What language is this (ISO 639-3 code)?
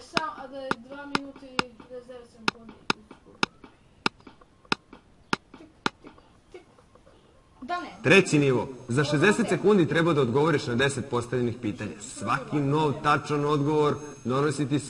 srp